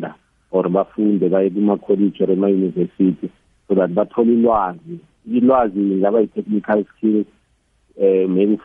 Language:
South Ndebele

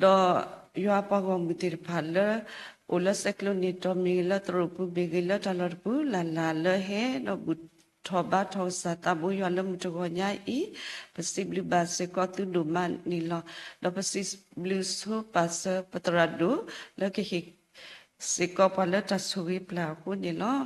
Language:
S'gaw Karen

